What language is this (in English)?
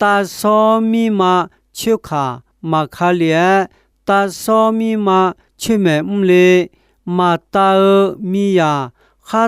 Akha